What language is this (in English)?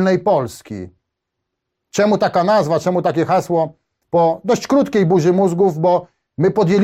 Polish